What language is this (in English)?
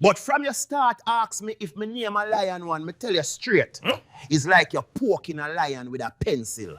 Jamaican Creole English